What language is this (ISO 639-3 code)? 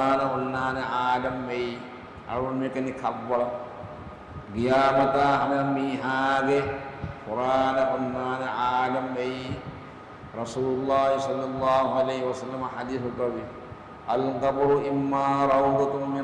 div